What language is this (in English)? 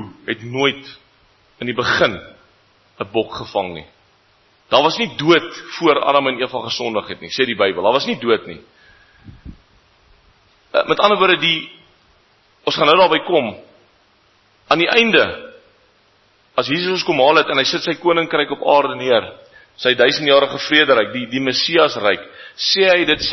Afrikaans